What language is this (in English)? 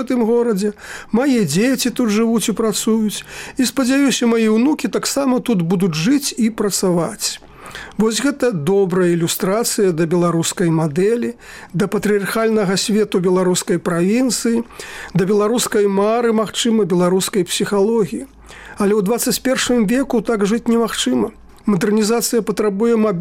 Belarusian